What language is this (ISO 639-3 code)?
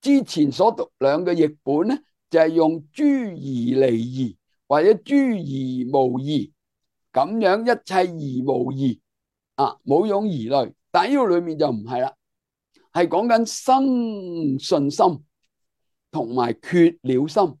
yue